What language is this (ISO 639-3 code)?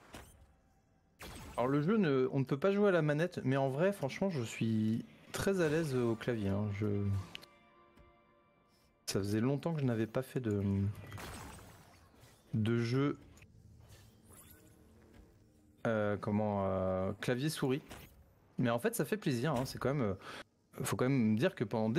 fra